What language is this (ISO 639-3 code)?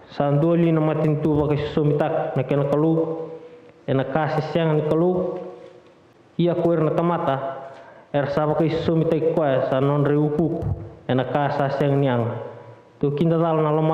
fij